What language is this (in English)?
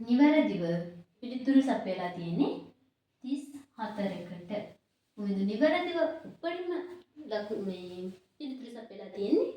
Sinhala